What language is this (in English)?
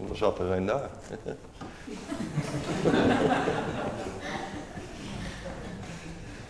Dutch